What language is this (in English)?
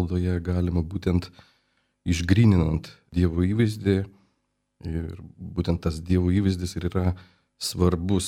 Lithuanian